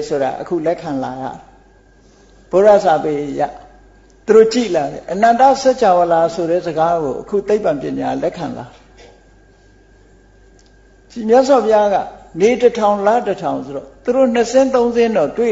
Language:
Burmese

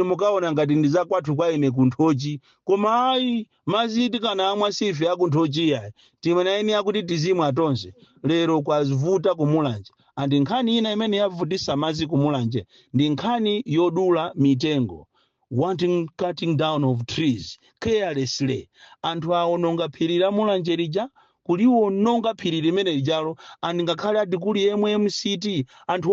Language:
Nyanja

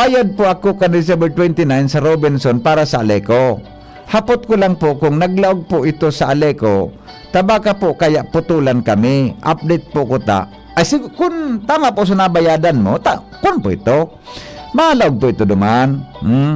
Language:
Bikol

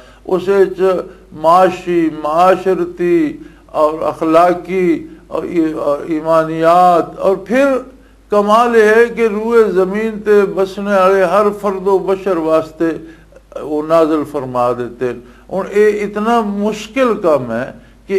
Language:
Western Panjabi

